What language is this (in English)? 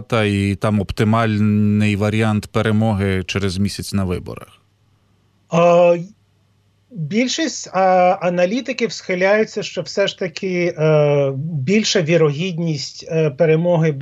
Ukrainian